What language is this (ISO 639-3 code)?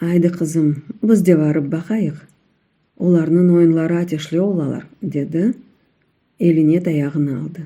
crh